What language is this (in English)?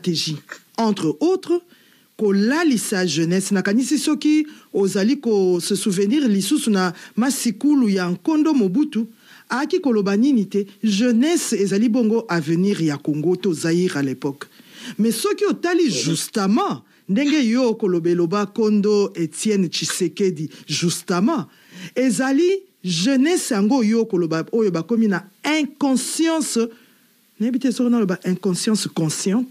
Lingala